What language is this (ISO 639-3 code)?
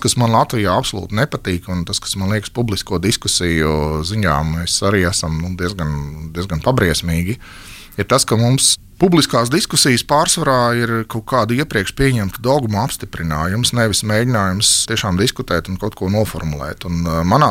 lav